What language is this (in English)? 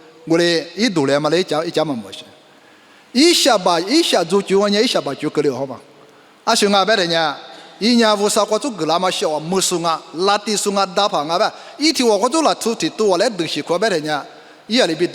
Lisu